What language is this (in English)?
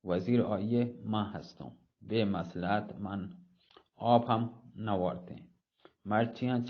Eastern Balochi